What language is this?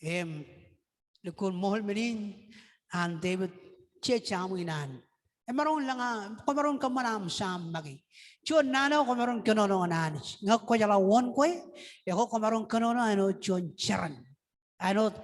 Marshallese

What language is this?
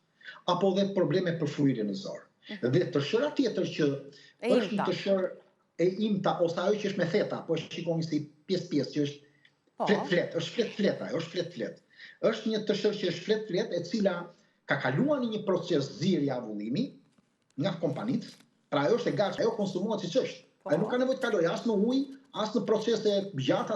Albanian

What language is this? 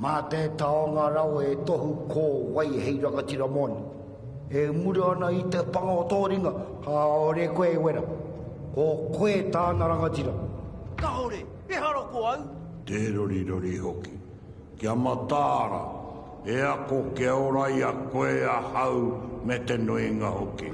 Māori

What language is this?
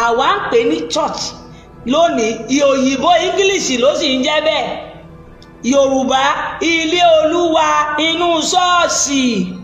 Yoruba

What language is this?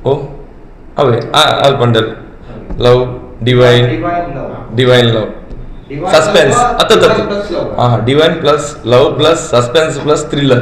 Tulu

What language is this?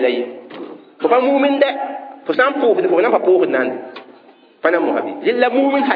Mossi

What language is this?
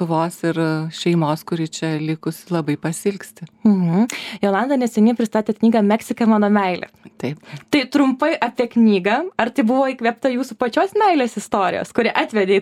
Lithuanian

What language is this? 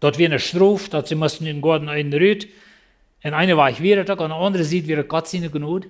Plautdietsch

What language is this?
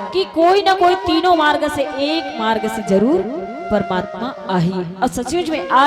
Chhattisgarhi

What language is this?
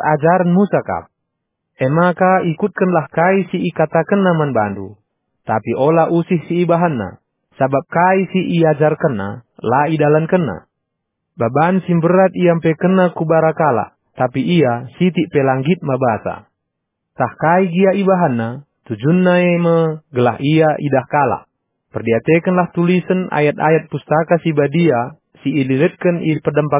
Batak Karo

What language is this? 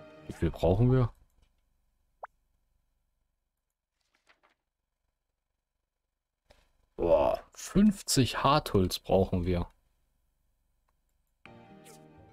German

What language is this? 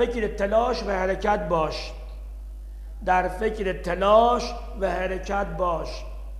Persian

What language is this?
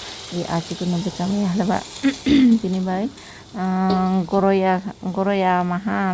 Kok Borok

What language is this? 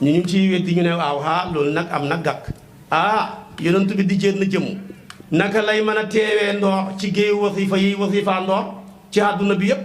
Wolof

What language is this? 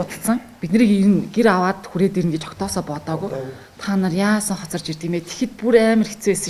Mongolian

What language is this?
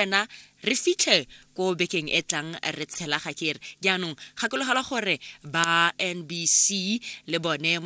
Tswana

